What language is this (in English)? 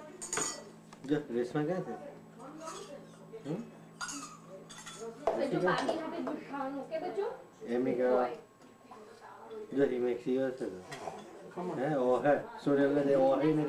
Gujarati